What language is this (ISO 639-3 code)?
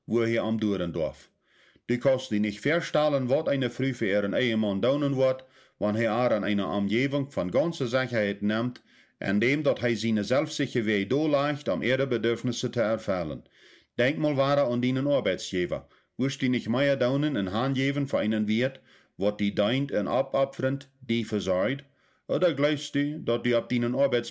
pdt